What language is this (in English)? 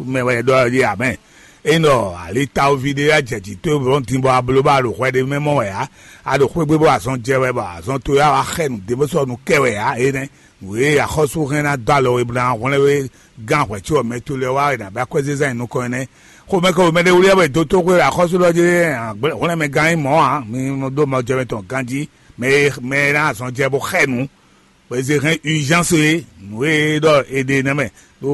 Fon